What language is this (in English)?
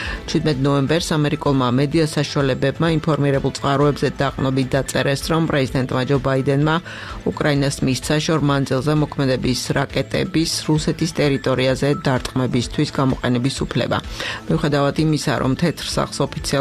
Georgian